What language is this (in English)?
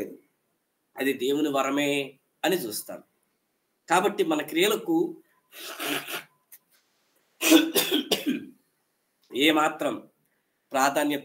Telugu